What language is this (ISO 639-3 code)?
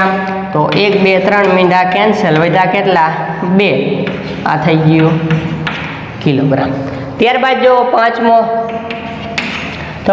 guj